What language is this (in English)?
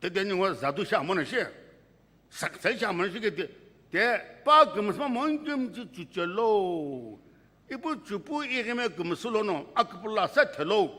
Sumi Naga